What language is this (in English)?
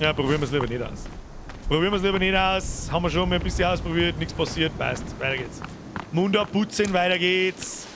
Bavarian